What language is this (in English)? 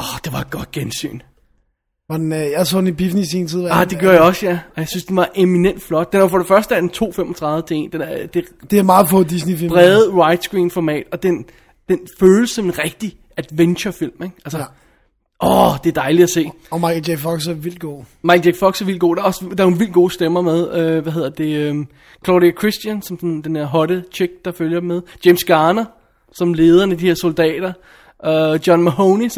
Danish